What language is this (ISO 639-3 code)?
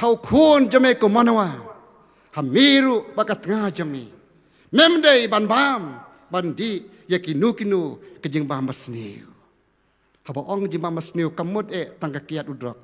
kha